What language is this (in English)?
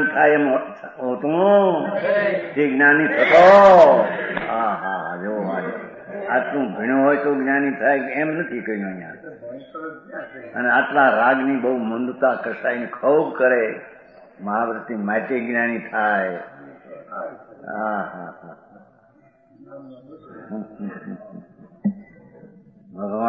Gujarati